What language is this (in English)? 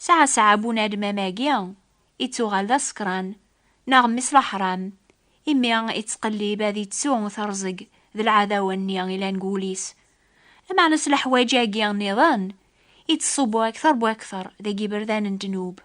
Kabyle